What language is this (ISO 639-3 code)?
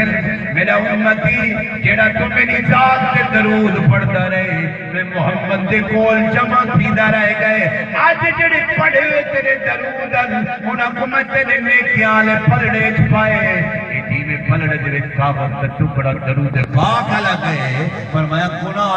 skr